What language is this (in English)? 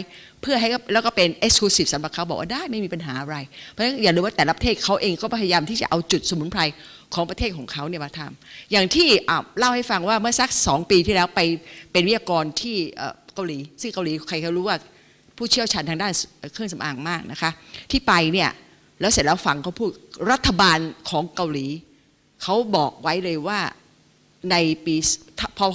Thai